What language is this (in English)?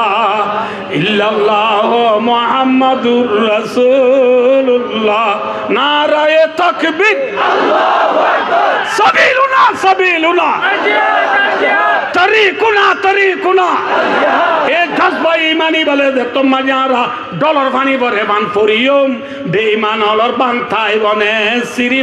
Rohingya